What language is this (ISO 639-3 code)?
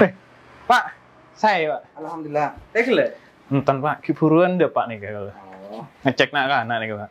mad